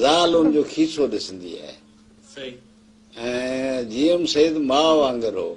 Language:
Sindhi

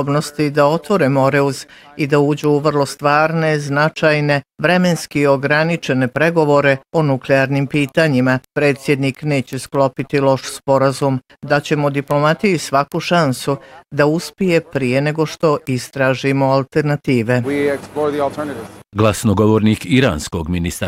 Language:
Bosnian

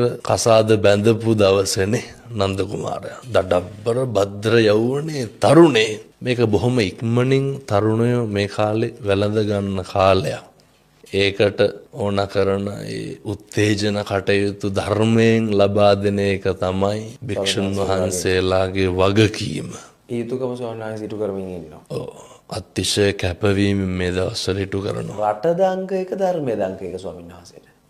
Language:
Sinhala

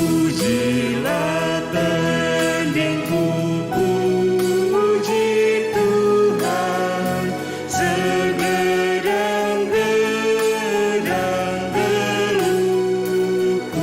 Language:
Batak Karo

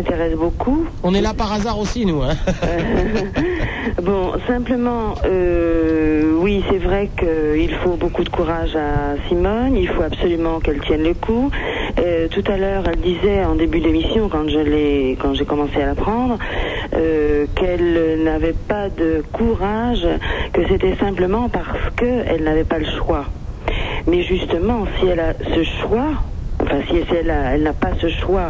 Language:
French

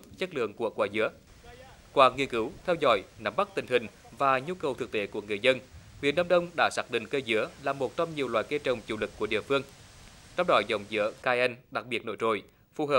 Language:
Vietnamese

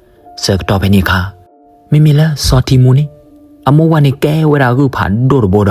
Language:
S'gaw Karen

